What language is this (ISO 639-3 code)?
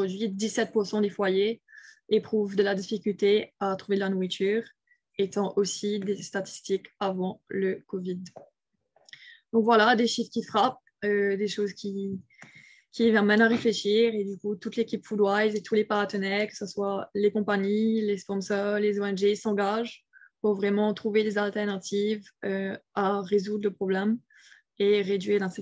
fra